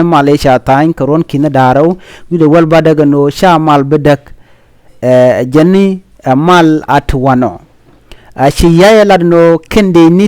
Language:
Nuer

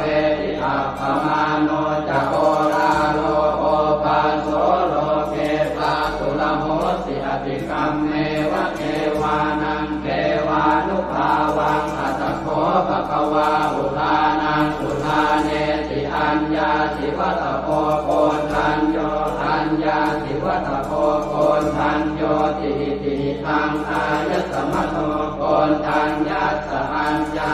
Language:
Pali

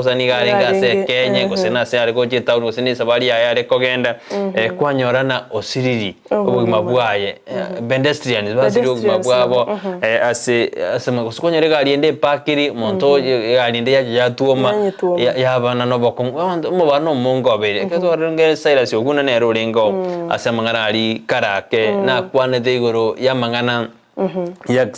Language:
Gusii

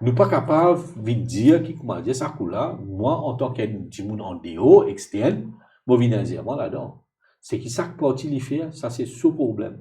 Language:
Morisyen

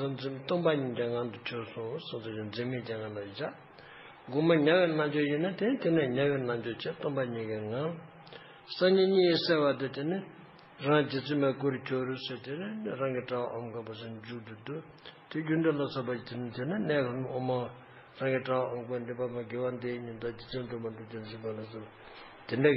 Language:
Tibetan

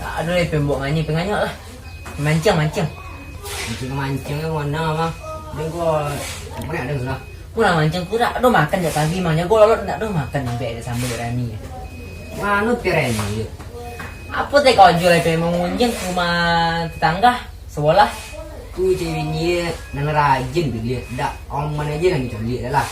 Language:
Minangkabau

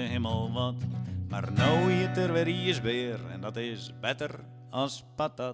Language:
Western Frisian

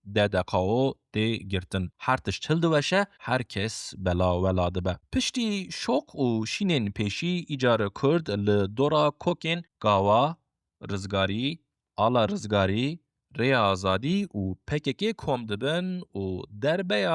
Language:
Kurdish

